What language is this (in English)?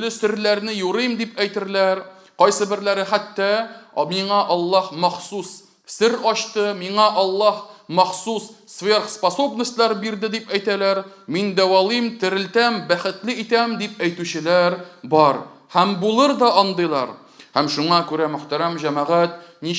Tatar